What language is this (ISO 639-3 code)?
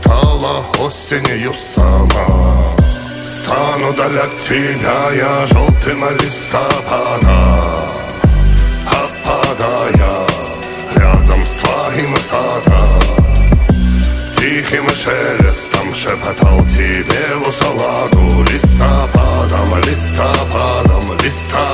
rus